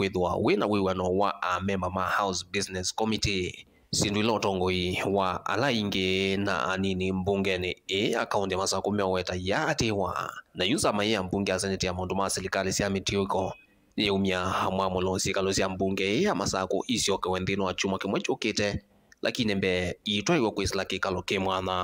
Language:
Kamba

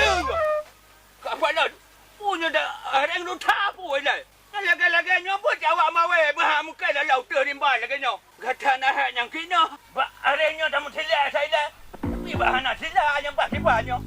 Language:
Achinese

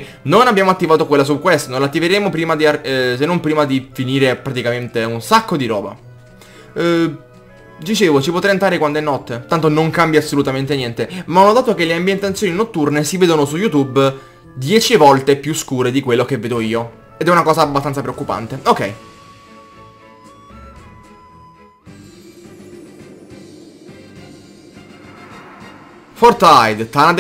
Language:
Italian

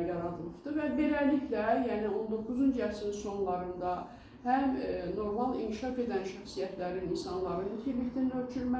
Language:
Azerbaijani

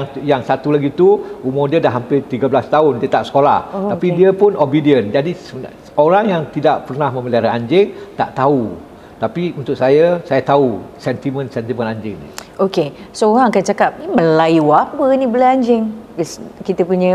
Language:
Malay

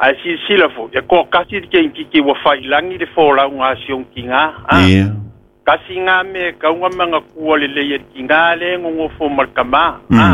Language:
Samoan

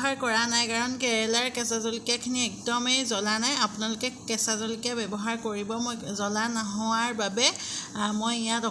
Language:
Assamese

